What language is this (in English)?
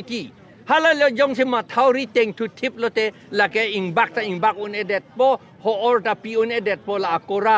Karbi